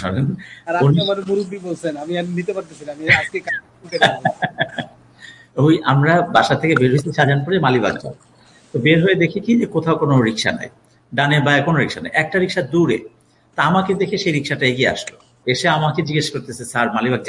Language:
Bangla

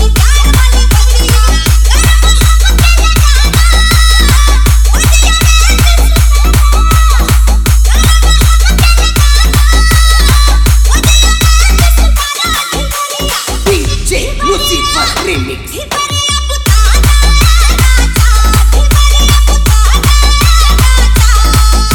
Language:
Bhojpuri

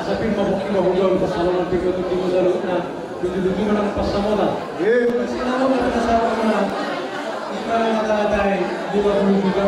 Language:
Batak Toba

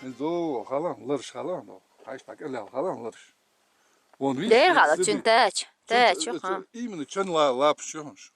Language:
Chechen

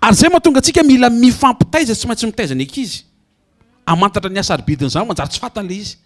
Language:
Malagasy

